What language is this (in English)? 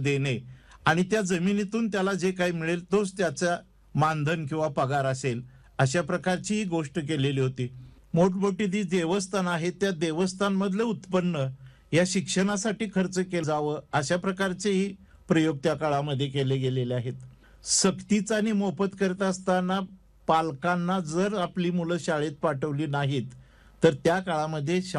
Marathi